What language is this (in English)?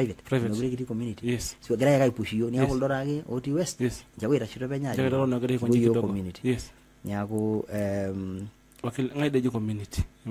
Masai